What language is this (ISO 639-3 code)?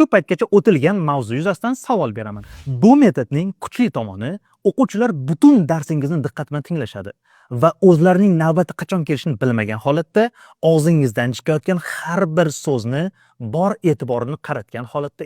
uzb